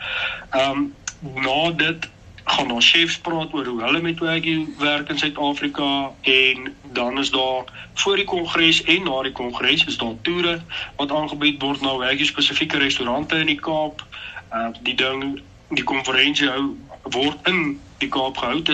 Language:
Afrikaans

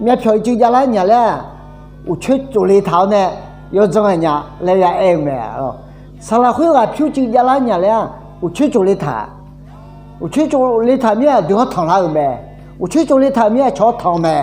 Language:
Akha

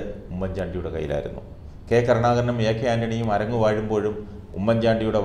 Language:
Malayalam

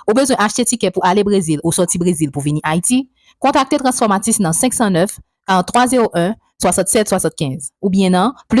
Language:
Haitian Creole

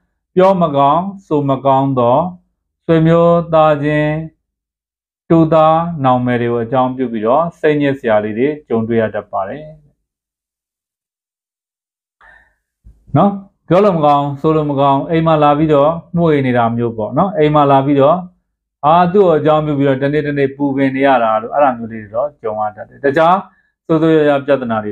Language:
Burmese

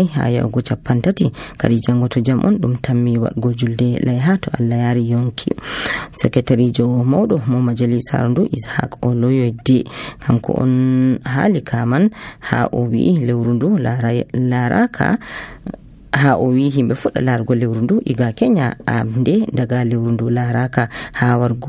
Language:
Nigerian Fulfulde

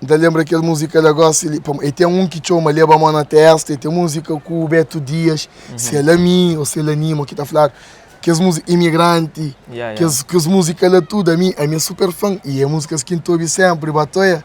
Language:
Kabuverdianu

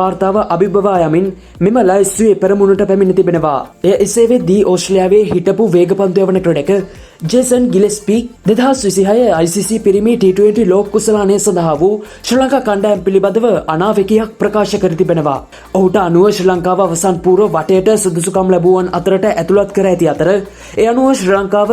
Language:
Sinhala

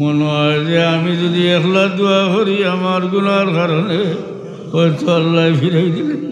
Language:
Sylheti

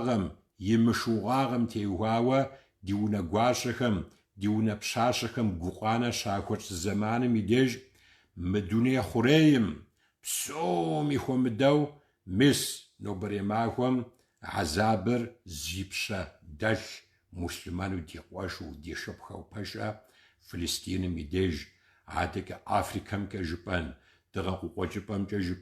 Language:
Kabardian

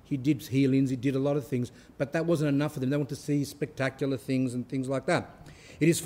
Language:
English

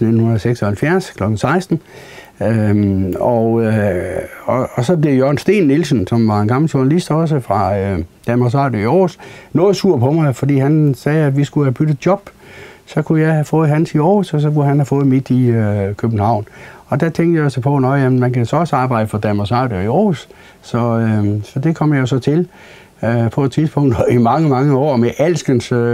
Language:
Danish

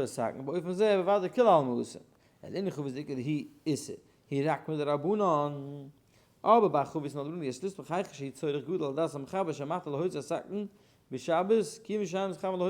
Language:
Yiddish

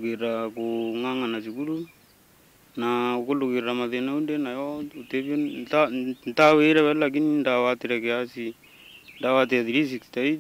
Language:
Meru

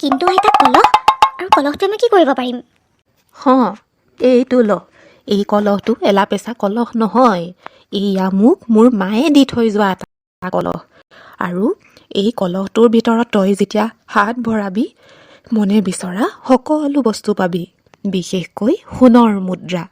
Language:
Assamese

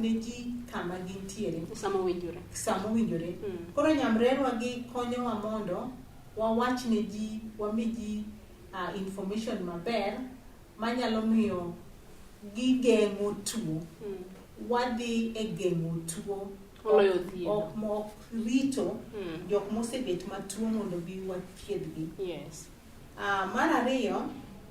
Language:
Luo (Kenya and Tanzania)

